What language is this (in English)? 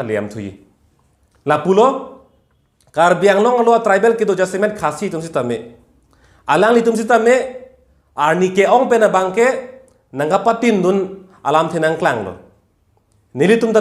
Karbi